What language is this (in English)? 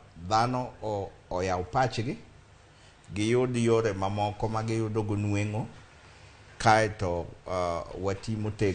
Luo (Kenya and Tanzania)